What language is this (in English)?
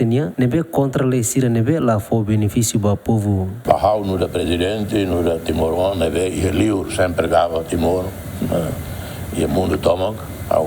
Tetum